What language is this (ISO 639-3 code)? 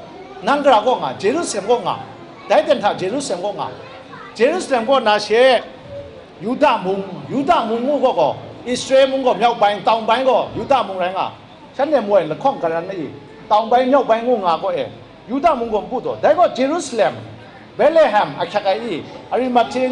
kac